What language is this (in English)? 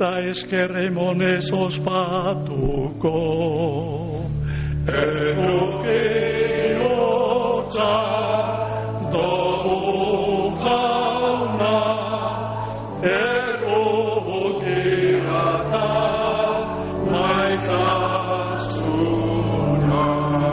Basque